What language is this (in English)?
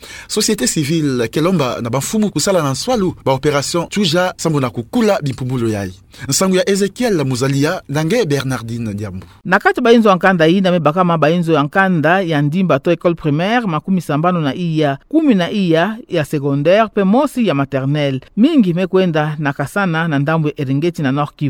Kituba (Democratic Republic of Congo)